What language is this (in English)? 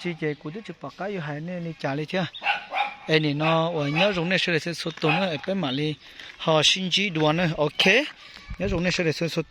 Hmong